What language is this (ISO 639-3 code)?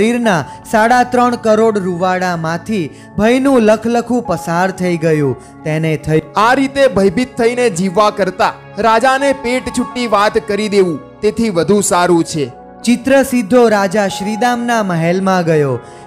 guj